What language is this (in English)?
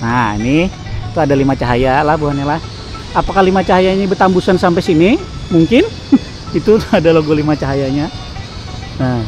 Banjar